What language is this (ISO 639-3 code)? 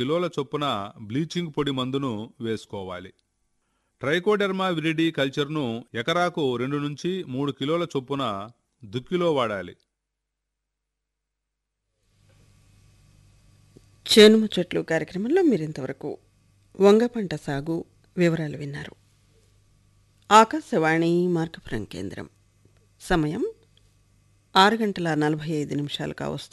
tel